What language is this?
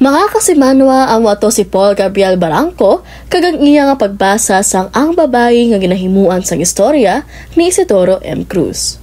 Hiligaynon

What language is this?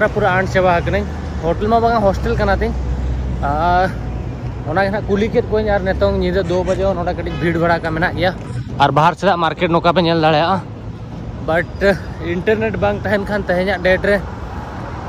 Santali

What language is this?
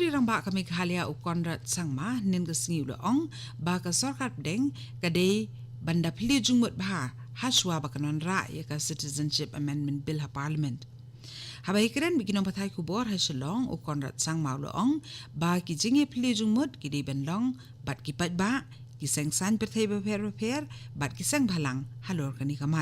Khasi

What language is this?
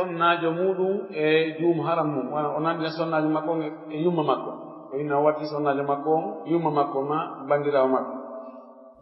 Pular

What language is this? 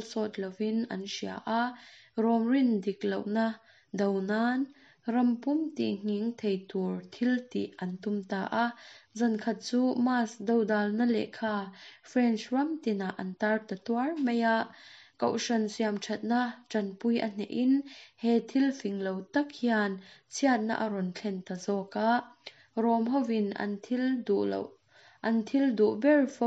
Mizo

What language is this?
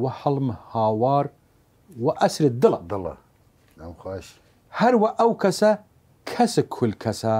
Southern Kurdish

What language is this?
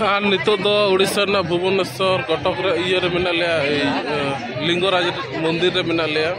Santali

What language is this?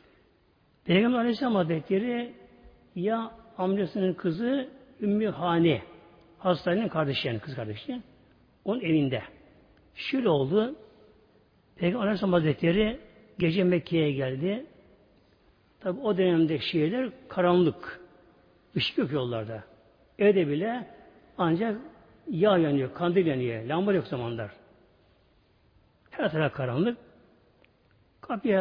Turkish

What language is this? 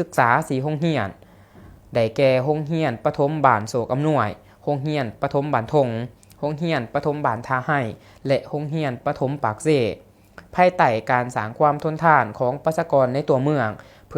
Lao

